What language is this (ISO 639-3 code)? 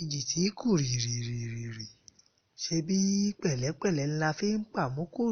yor